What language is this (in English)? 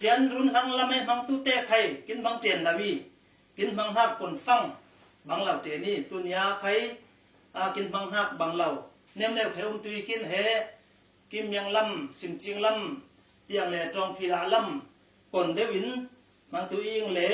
Falam Chin